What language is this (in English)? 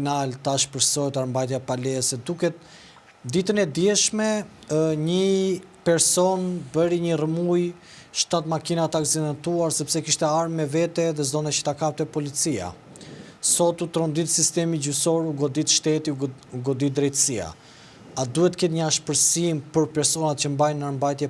Albanian